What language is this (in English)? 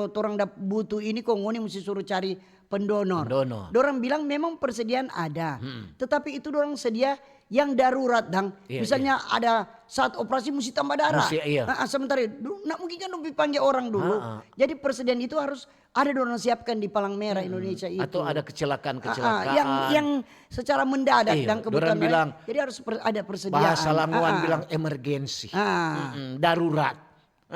Manado Malay